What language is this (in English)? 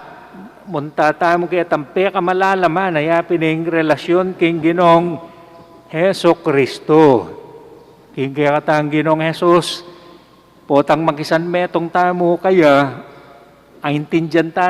Pampanga